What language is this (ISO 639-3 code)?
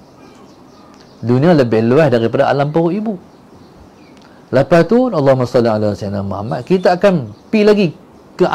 msa